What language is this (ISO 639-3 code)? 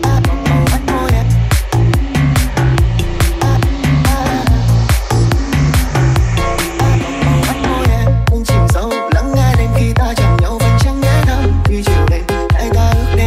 vie